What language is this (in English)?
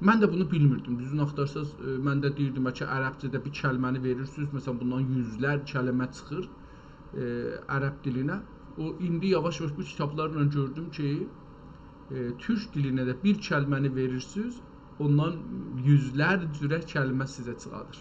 South Azerbaijani